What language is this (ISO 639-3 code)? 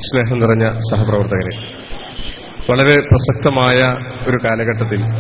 mal